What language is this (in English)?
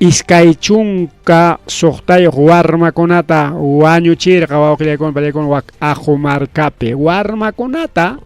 Ayacucho Quechua